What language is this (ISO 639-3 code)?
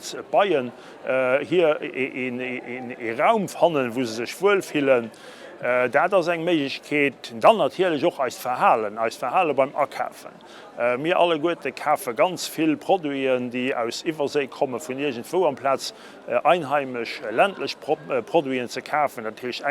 ltz